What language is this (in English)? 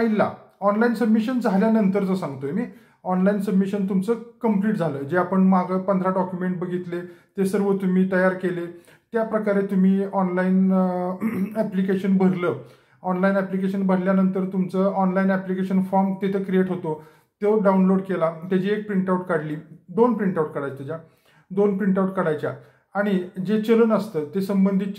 Marathi